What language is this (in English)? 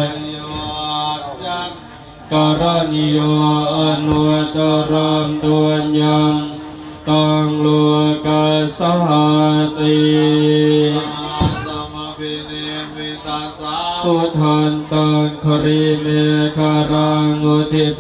Pali